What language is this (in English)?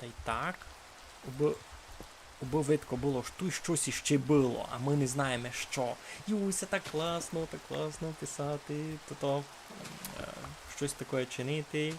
Rusyn